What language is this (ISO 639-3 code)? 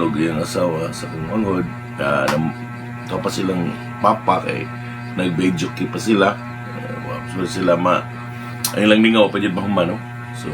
ceb